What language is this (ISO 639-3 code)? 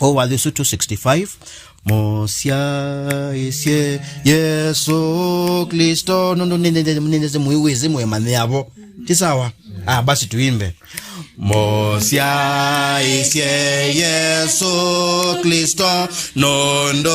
kam